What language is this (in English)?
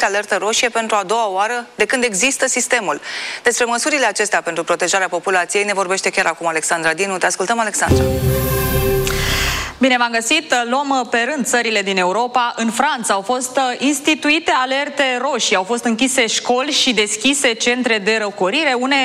Romanian